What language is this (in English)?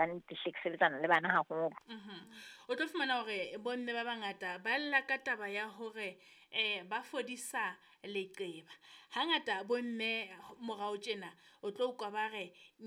Southern Sotho